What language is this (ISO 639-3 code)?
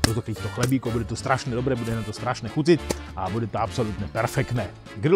slk